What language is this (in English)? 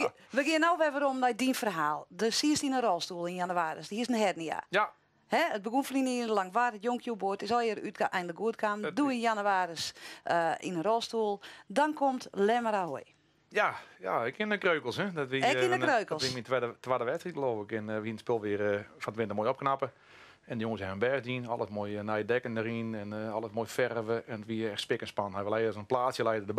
Western Frisian